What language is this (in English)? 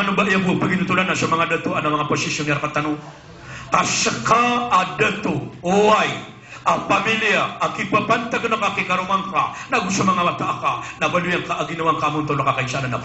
Maranao